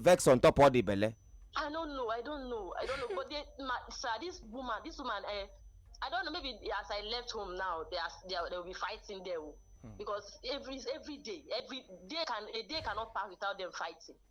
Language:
Nigerian Pidgin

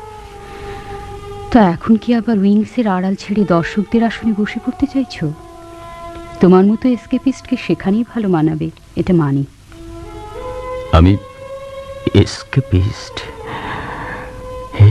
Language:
Bangla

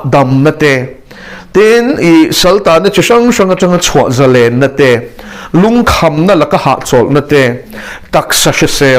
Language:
Mizo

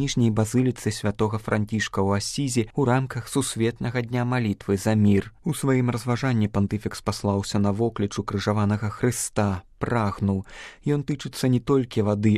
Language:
Belarusian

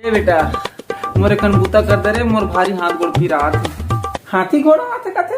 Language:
Chhattisgarhi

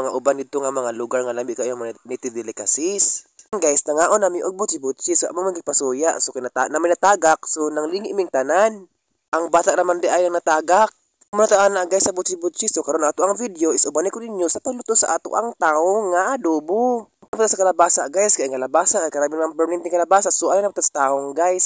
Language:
Cebuano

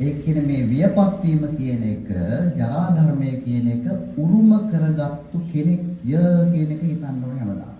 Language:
Sinhala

